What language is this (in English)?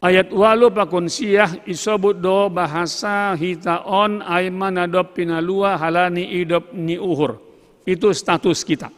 Batak Simalungun